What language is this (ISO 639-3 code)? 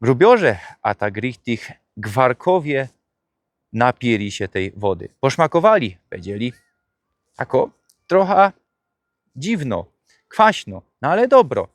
szl